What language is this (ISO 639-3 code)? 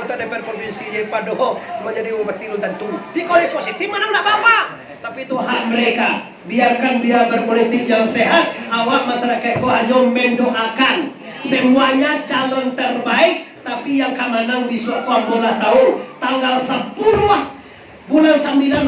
min